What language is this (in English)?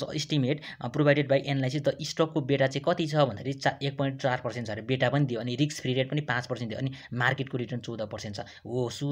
Nepali